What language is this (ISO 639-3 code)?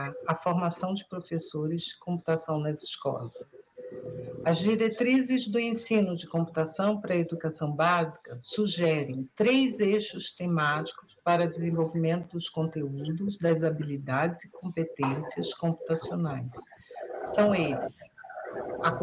por